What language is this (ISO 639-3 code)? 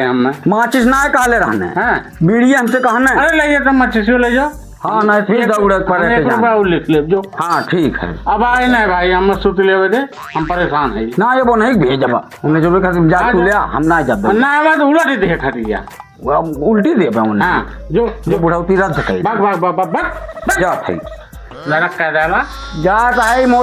awa